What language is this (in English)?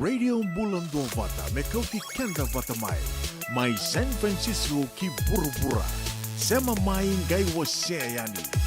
Fijian